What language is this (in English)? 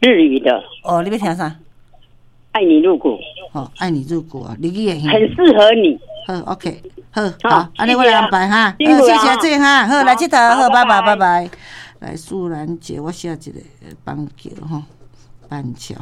Min Nan Chinese